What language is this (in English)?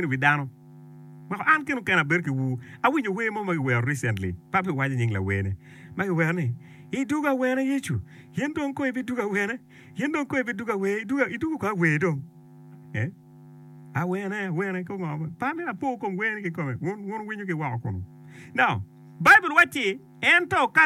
Acoli